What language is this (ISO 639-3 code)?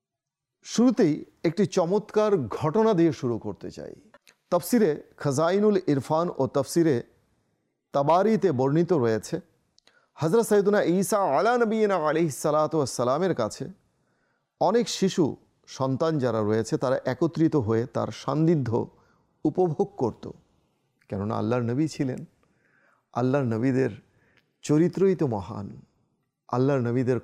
ben